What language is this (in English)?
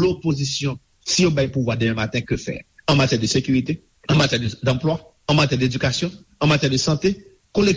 Haitian Creole